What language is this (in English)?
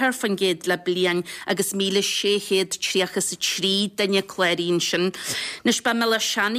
Irish